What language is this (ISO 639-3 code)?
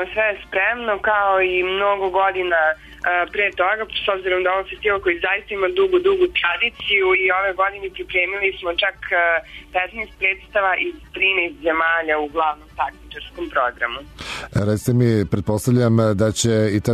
srp